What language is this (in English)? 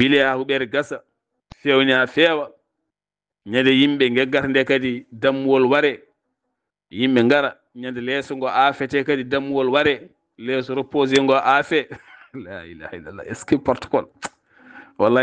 Fula